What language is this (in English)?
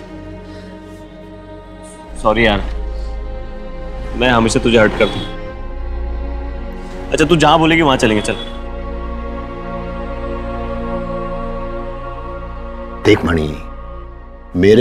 Hindi